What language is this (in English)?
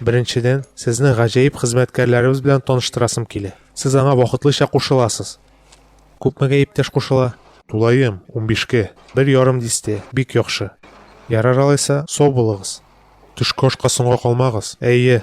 Tatar